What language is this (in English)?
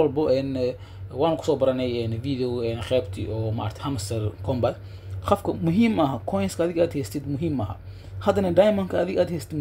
Somali